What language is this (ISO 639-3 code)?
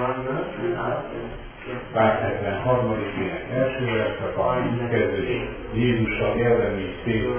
hun